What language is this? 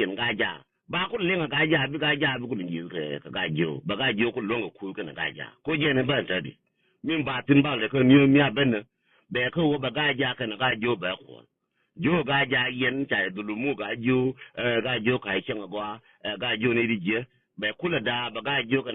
Nuer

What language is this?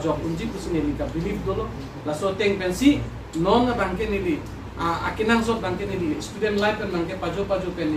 Karbi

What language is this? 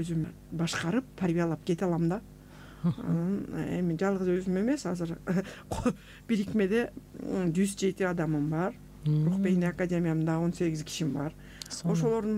Kyrgyz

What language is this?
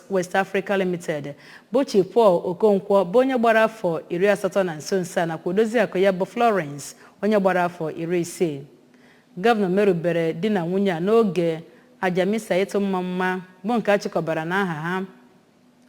Igbo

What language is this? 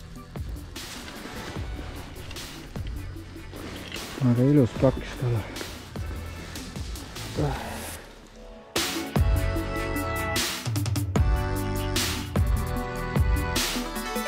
Estonian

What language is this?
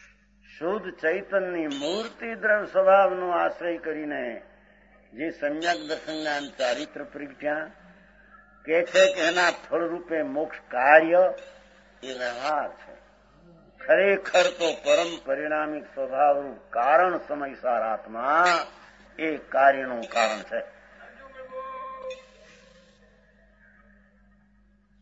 Gujarati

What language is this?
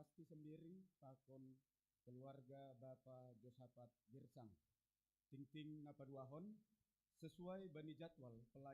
Batak Simalungun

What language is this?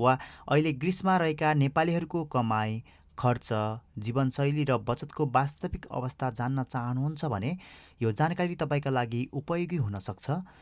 Nepali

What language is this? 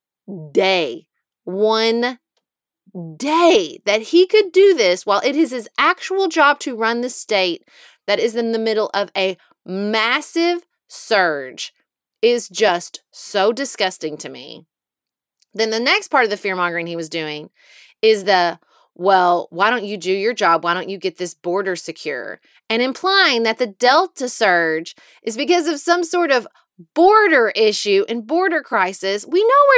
English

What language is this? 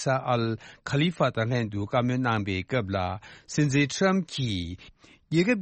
Tibetan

